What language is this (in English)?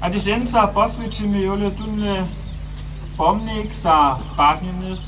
Upper Sorbian